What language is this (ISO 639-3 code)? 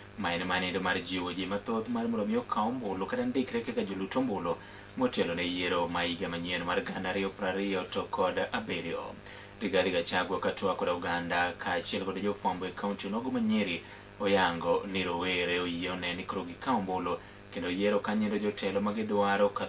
luo